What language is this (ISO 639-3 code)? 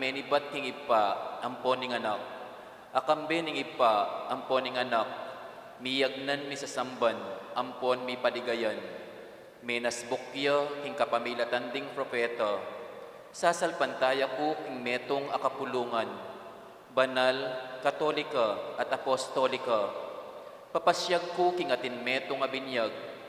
pam